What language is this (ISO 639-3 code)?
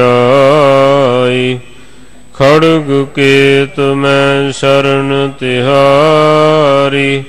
pan